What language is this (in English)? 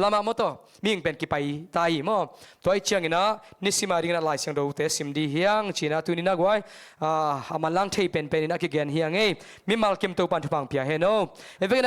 Tedim Chin